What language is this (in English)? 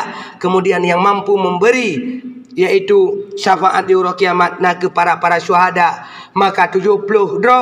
Achinese